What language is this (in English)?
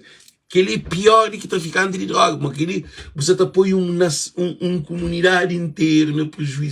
Kabuverdianu